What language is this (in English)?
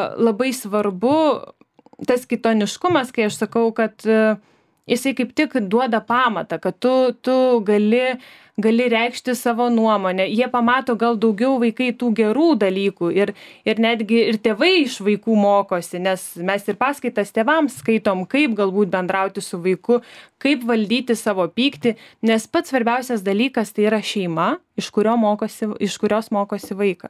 Lithuanian